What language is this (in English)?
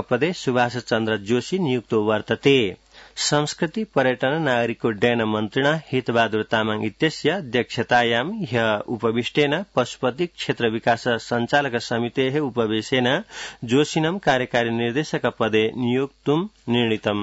Sanskrit